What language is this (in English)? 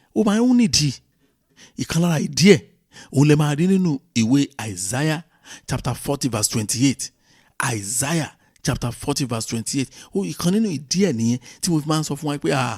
Yoruba